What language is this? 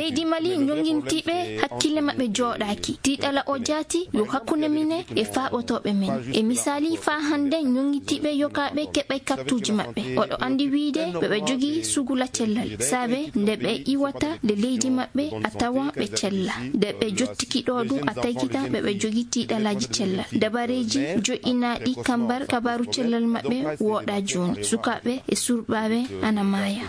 Maasina Fulfulde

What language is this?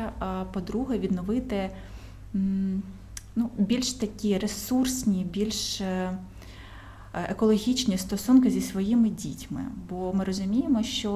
Ukrainian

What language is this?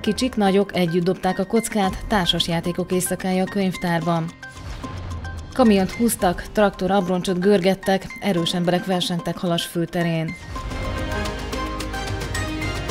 Hungarian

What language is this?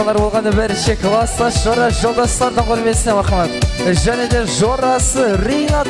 Kara-Kalpak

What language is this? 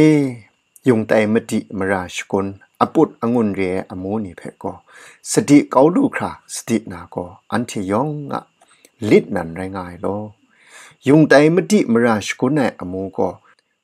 Kachin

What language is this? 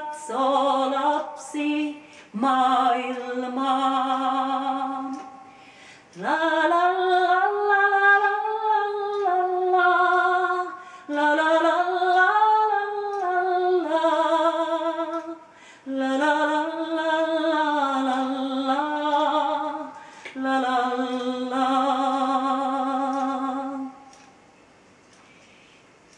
Finnish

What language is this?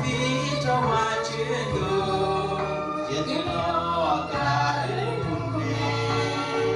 Hmong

